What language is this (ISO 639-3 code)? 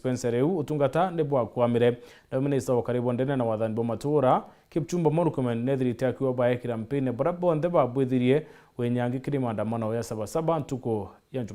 mer